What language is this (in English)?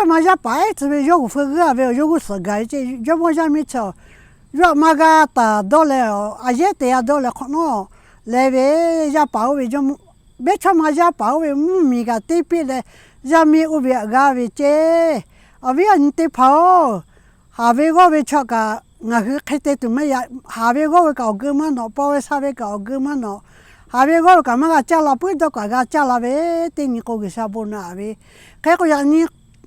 Lahu